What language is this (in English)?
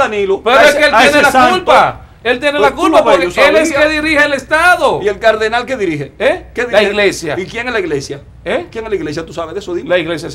Spanish